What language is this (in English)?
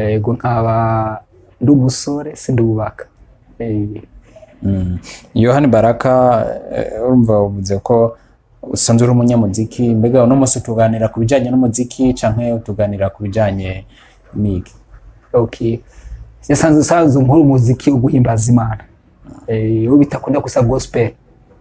Rundi